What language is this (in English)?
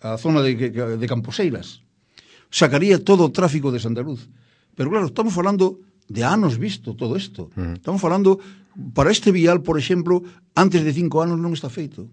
Galician